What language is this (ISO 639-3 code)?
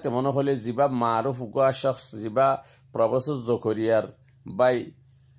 rhg